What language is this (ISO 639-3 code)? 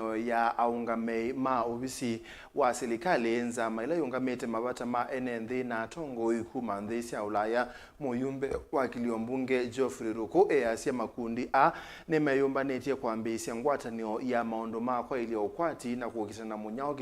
kam